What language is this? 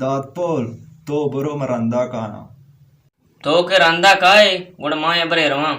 Baluchi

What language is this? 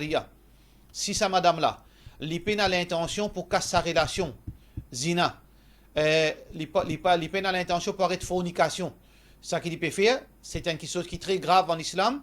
Morisyen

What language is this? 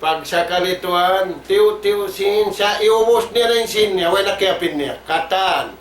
Tausug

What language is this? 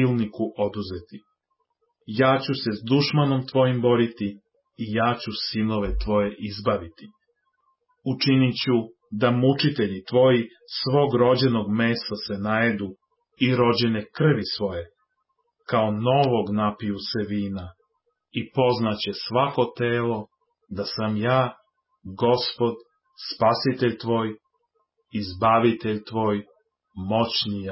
Serbian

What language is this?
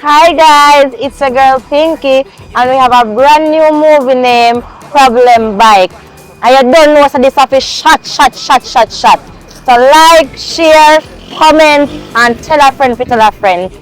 Jamaican Creole English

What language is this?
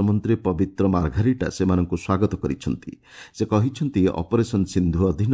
Odia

